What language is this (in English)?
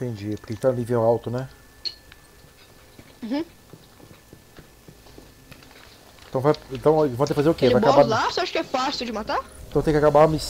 Portuguese